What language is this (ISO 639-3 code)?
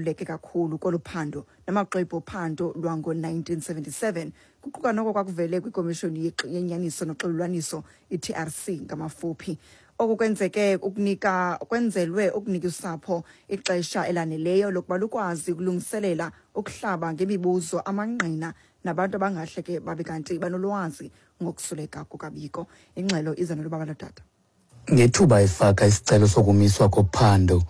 xho